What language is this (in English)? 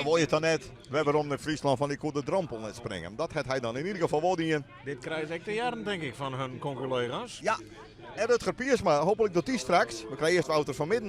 Western Frisian